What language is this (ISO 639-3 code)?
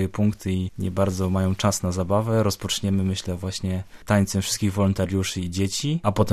pol